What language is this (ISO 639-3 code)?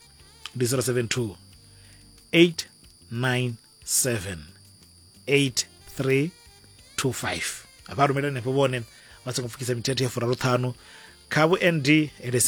ven